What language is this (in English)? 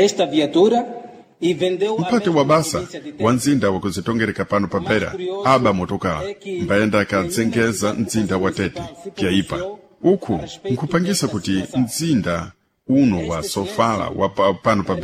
Sena